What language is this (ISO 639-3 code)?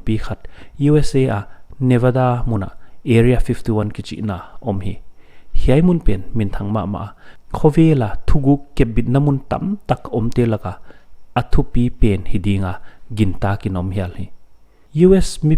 pck